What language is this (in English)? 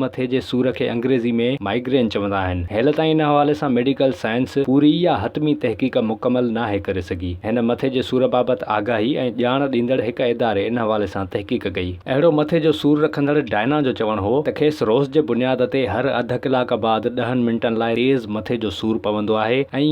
Sindhi